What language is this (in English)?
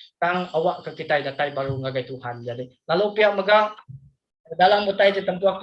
Iban